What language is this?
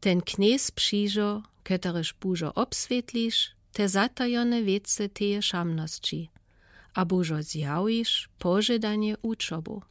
Lower Sorbian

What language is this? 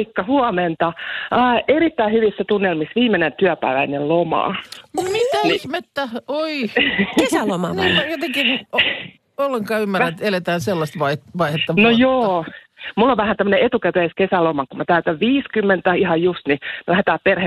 Finnish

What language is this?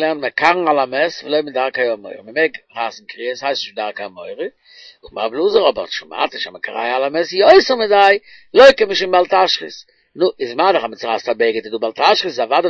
Yiddish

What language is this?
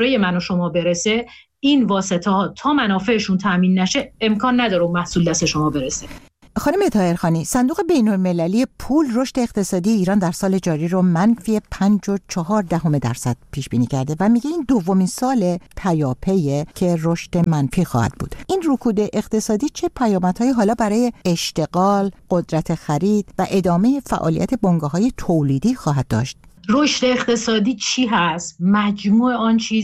Persian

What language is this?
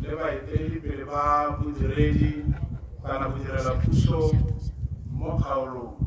Tswana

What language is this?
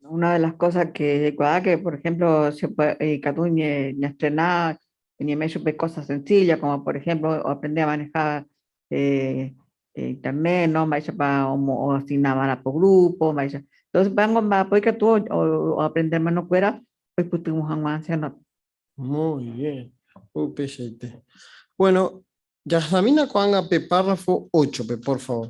Guarani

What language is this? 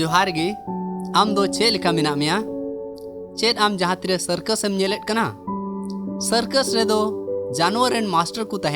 Santali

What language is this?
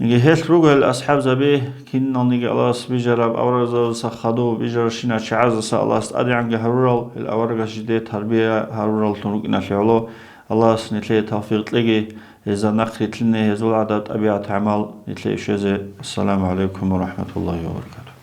Avaric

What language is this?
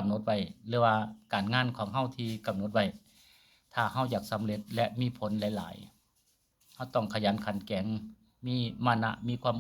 Northeastern Thai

